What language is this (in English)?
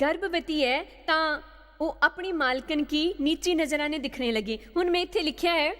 Dogri